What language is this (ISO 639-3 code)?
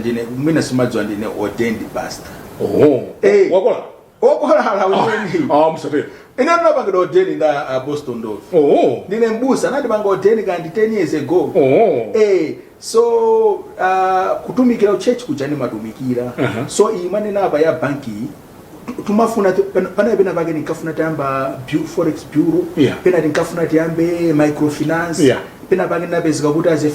nya